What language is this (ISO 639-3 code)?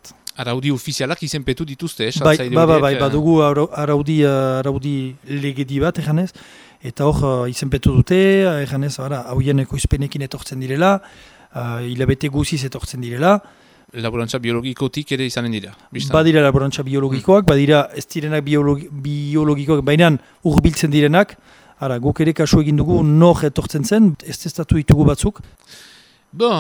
eus